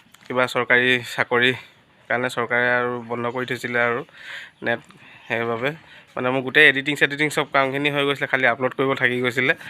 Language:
Assamese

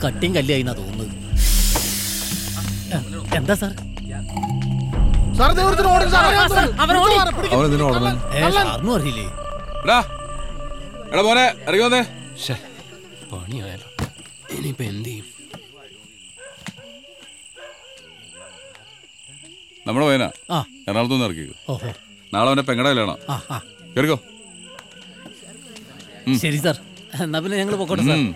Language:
Malayalam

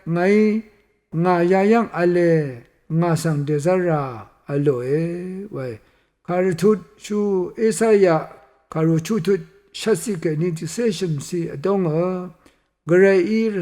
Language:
Rawang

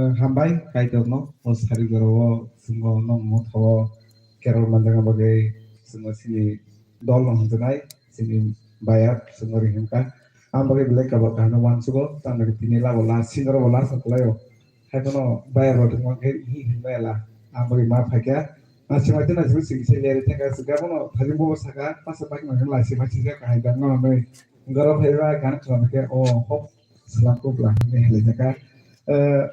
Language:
Kok Borok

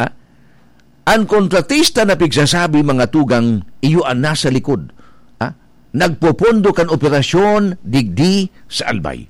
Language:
Bikol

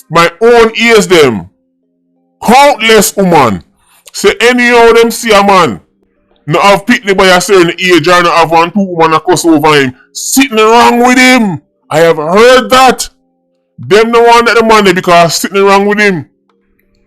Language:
Jamaican Creole English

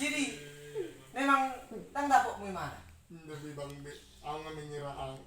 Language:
Batak Toba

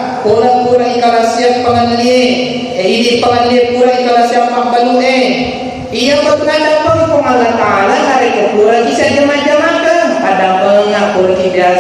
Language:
Buginese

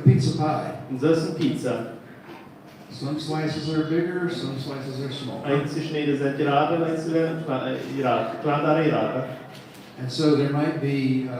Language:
Plautdietsch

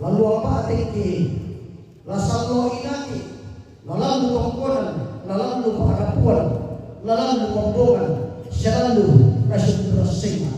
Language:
Toraja-Sa'dan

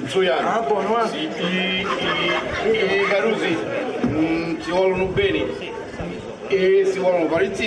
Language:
Sicilian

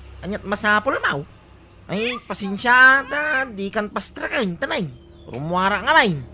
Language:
Iloko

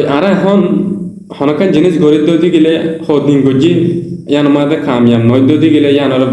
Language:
Rohingya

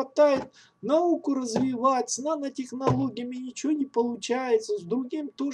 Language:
Russian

